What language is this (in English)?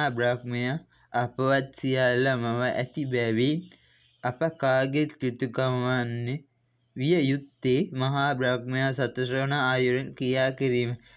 Sinhala